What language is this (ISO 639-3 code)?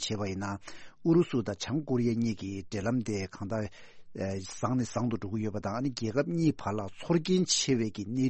bod